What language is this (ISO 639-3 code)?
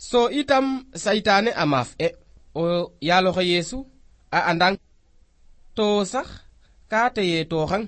srr